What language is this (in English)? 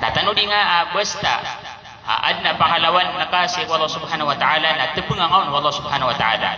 Maranao